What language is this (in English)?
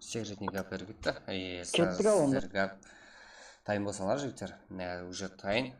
Kara-Kalpak